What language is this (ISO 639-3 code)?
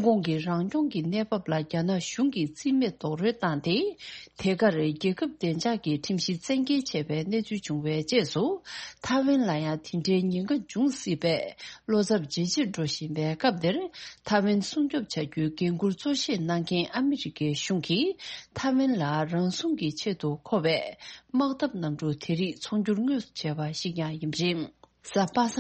bod